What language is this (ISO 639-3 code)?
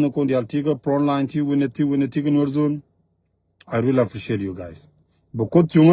nus